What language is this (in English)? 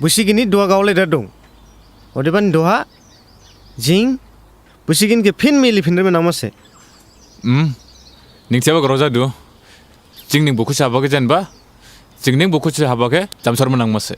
Dimasa